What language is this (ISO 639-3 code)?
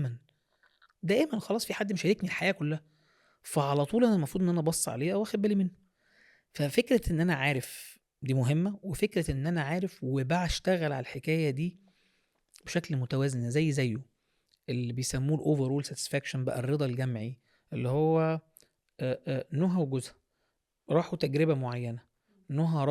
arz